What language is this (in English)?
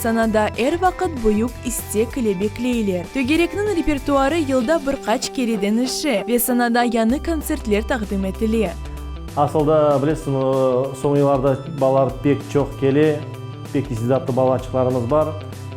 Crimean Tatar